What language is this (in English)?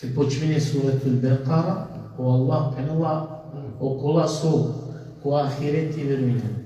Balkan Romani